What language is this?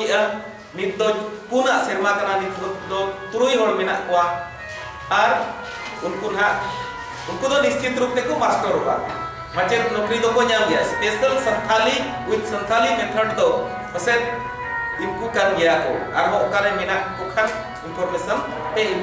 Santali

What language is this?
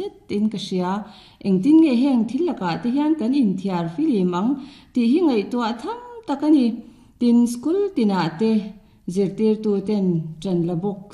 Mizo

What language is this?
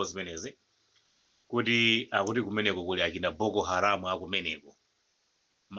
Nyanja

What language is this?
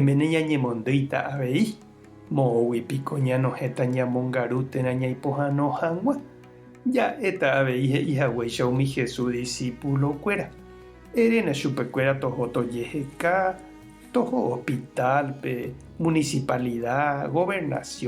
Guarani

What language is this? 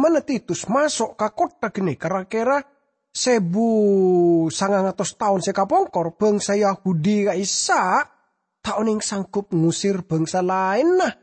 Madurese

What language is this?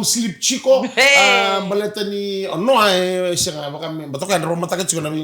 Fijian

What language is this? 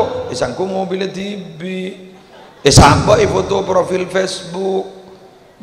Madurese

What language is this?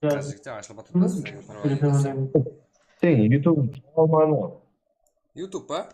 Kara-Kalpak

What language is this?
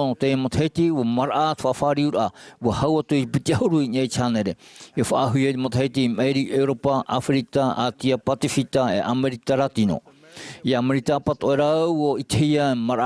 Tahitian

